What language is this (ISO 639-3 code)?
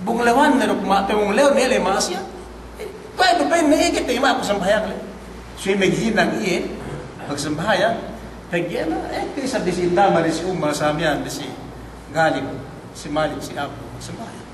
yka